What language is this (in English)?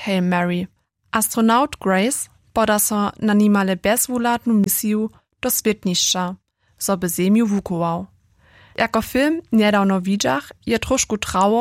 Upper Sorbian